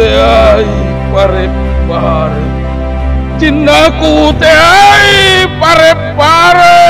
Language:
Makasar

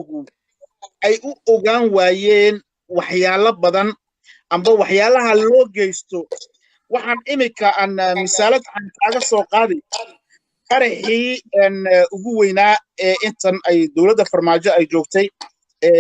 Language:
Somali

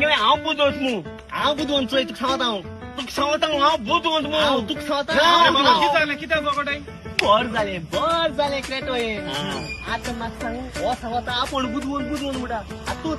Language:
Konkani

